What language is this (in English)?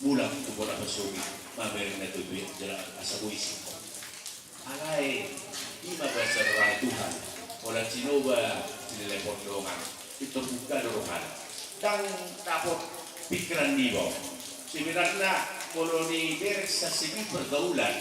Batak Toba